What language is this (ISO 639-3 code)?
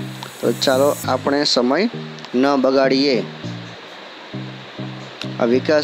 guj